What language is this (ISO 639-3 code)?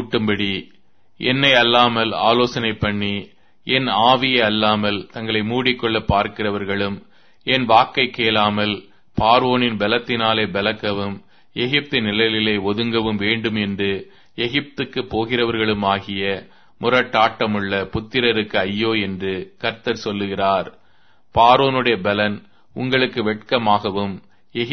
tam